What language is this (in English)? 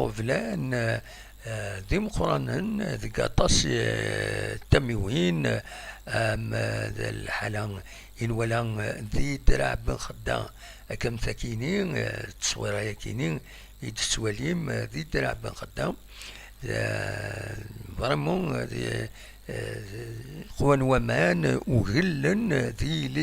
Kabyle